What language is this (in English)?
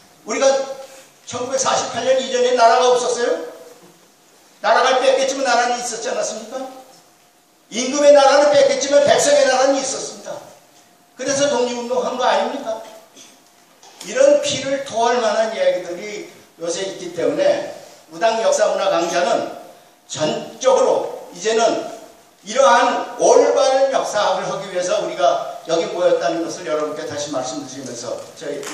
Korean